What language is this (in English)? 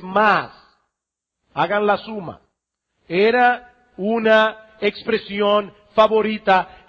Spanish